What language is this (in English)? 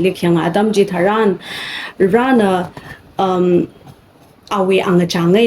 Tangkhul Naga (India)